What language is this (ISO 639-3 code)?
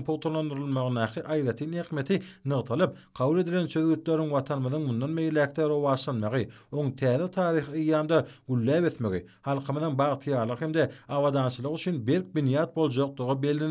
tuk